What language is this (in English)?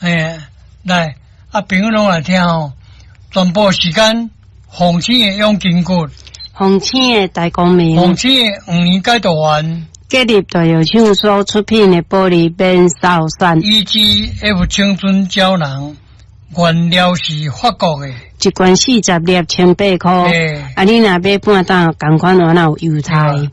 Min Nan Chinese